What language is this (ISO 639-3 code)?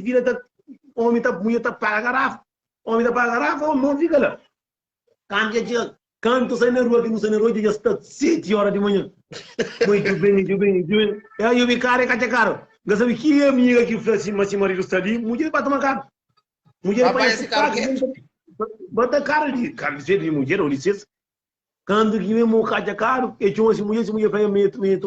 kea